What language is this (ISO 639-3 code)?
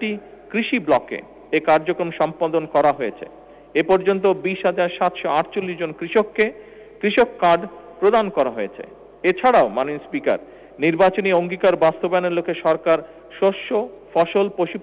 ben